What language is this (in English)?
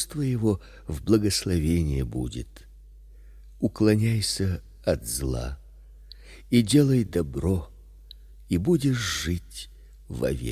Russian